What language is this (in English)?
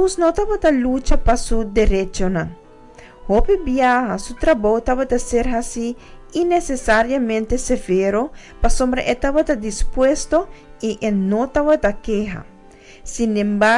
Papiamento